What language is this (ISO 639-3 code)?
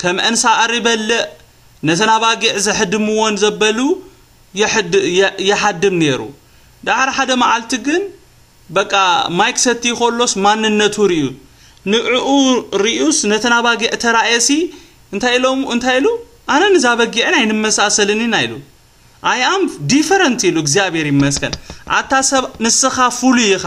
tir